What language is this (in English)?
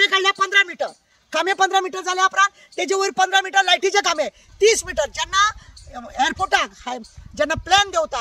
Konkani